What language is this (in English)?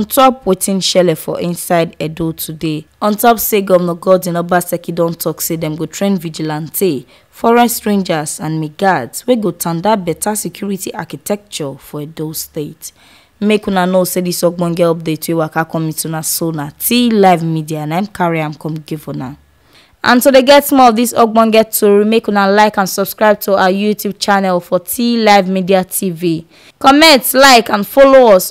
Nigerian Pidgin